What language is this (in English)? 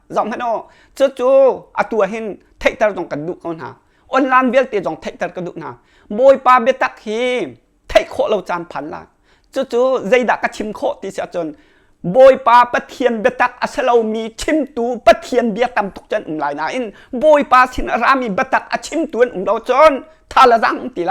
Hakha Chin